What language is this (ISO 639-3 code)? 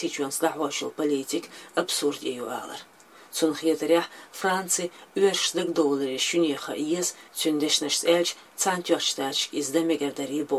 che